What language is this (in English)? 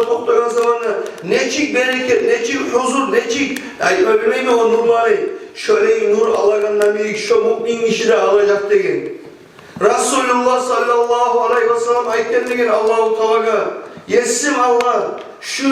Kumyk